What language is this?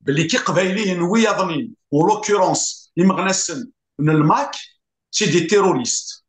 Kabyle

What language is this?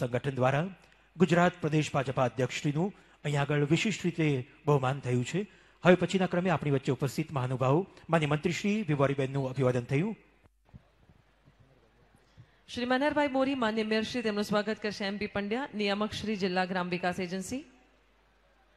Gujarati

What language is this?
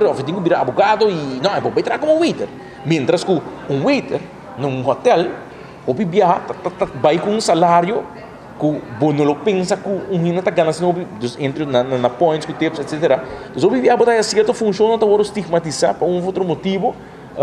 Papiamento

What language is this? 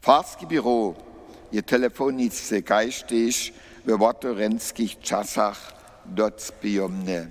Upper Sorbian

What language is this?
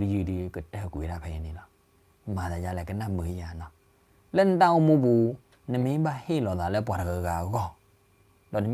S'gaw Karen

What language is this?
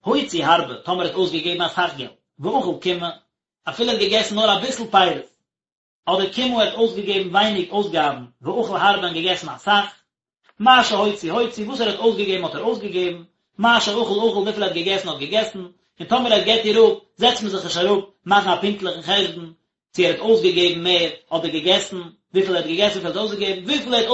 Yiddish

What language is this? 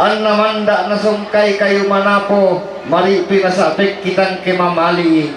Toraja-Sa'dan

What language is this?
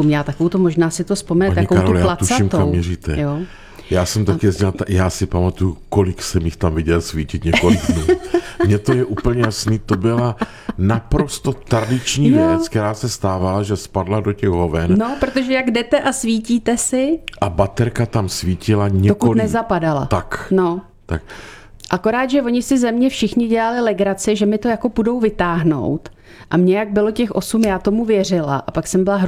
Czech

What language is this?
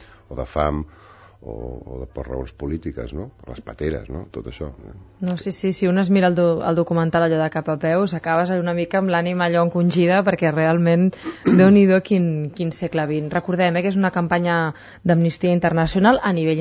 Catalan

